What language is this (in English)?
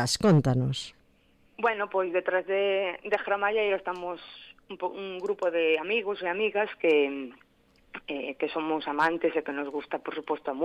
Galician